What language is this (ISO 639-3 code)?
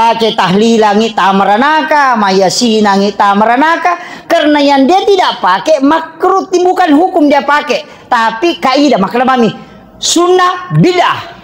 bug